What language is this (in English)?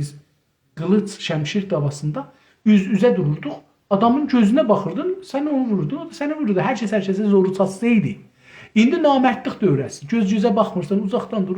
South Azerbaijani